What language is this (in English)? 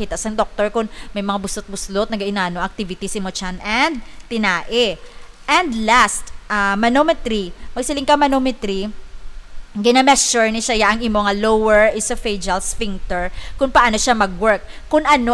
Hiligaynon